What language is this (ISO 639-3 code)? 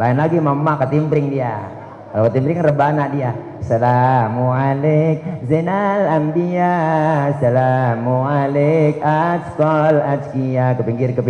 bew